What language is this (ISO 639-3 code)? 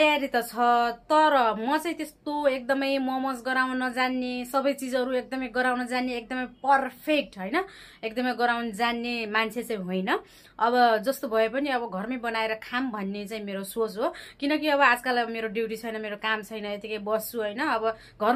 nep